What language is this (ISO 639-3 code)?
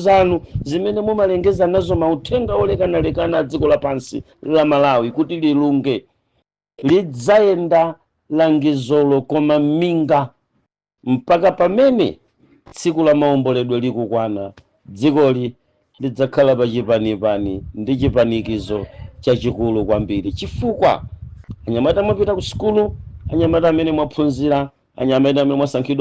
nya